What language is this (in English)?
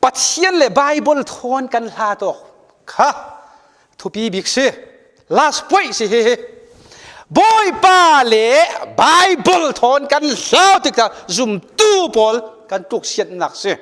Falam Chin